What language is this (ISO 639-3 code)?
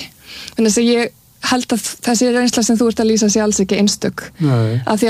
isl